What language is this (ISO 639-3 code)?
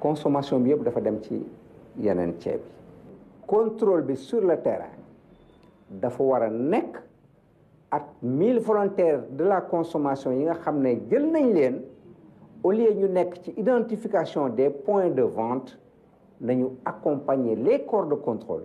wol